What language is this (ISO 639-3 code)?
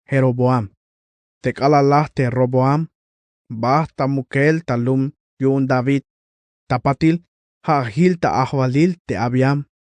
tzh